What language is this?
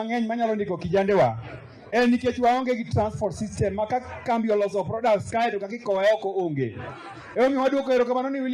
Luo (Kenya and Tanzania)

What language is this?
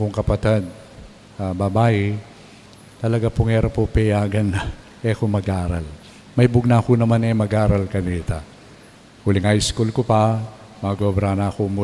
Pampanga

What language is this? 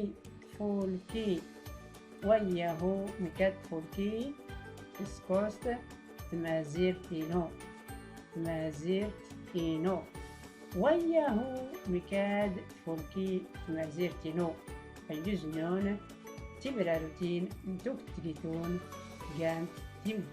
Tachelhit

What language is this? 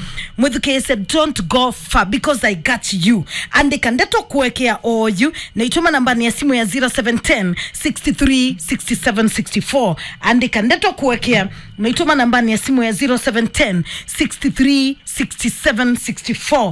Kamba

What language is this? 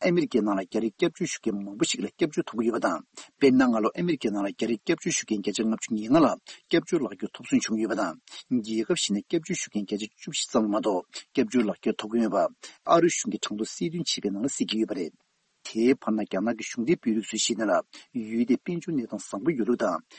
Tibetan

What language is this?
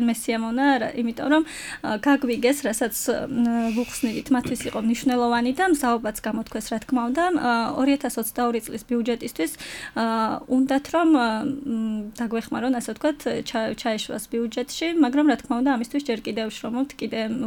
Georgian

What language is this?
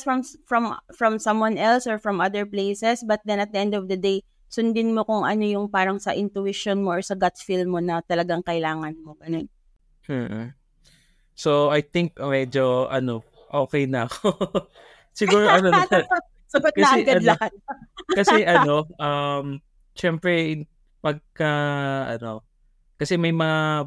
Filipino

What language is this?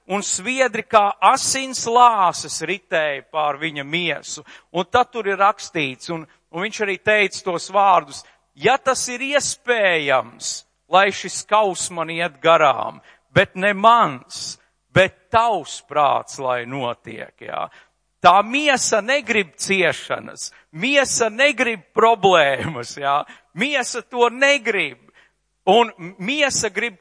Latvian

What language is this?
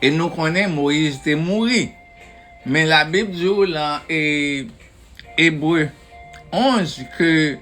Haitian Creole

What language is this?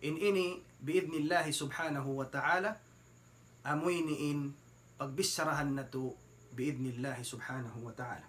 Tausug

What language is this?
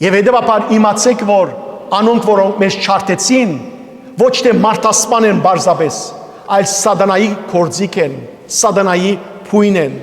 Western Armenian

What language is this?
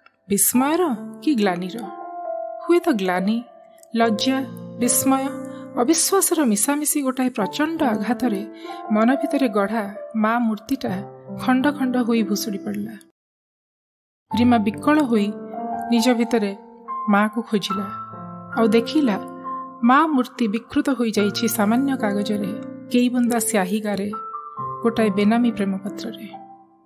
Odia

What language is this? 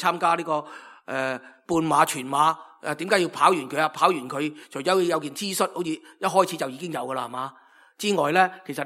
Cantonese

